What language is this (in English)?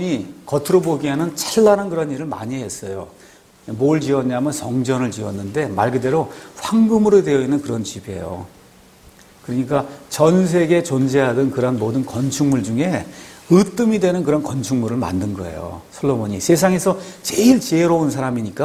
Korean